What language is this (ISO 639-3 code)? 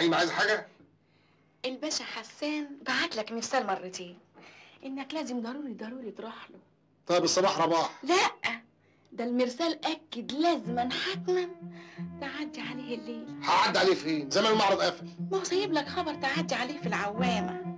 arz